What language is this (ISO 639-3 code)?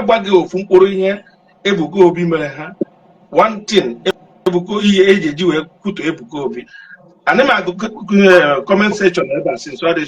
ibo